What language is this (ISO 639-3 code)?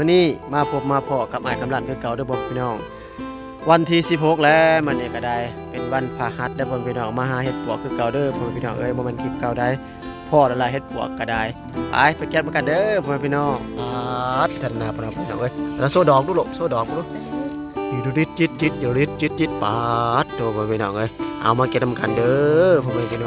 tts